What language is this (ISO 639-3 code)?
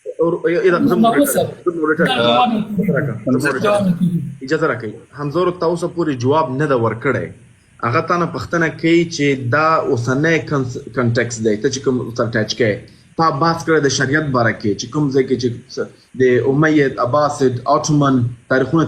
pus